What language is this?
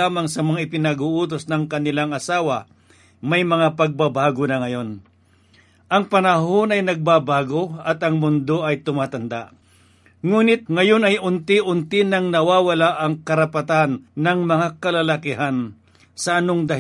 Filipino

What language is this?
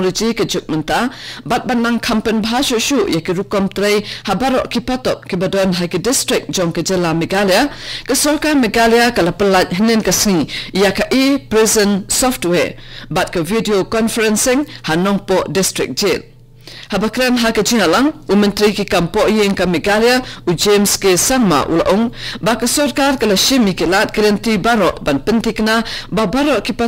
Khasi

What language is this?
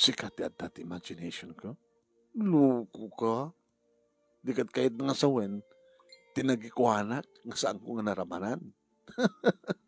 Iloko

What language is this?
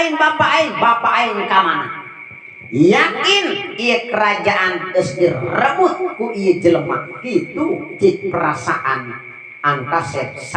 Sundanese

